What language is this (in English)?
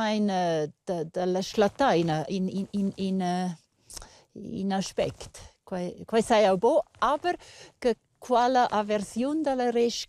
Romansh